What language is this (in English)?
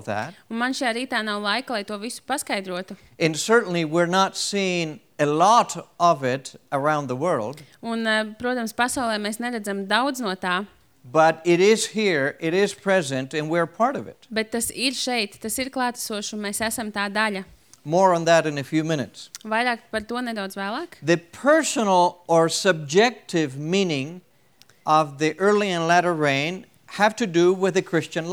Latvian